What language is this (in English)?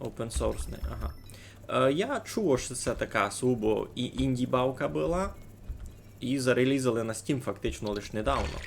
Rusyn